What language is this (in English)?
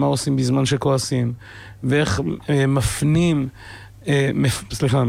Hebrew